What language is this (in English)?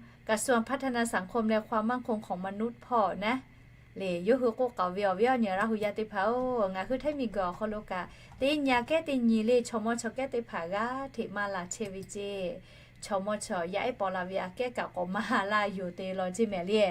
Lahu